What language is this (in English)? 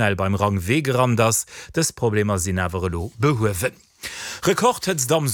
Luxembourgish